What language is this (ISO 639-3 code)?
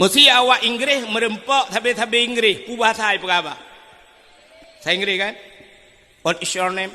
ace